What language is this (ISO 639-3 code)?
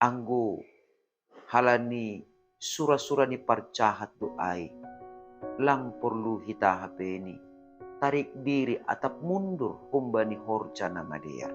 bts